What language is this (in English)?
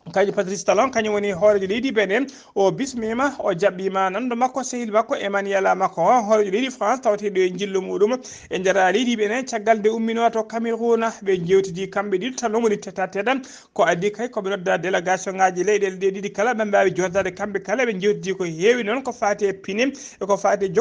Fula